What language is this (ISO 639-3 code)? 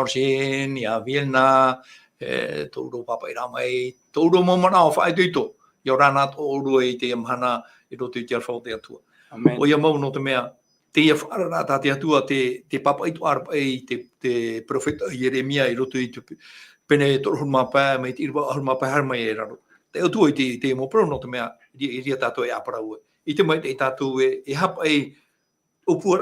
tah